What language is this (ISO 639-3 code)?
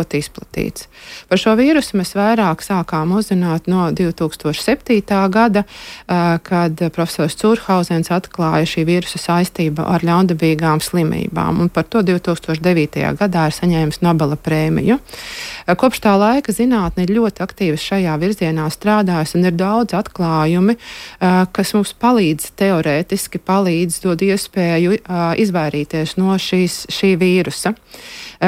lav